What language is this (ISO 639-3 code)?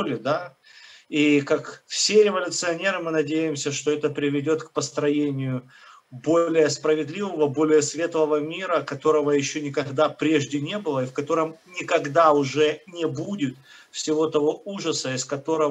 rus